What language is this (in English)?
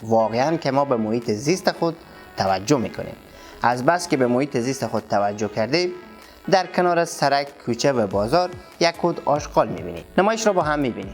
Persian